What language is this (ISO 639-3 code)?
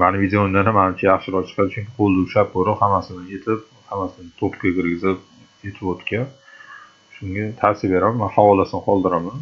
uzb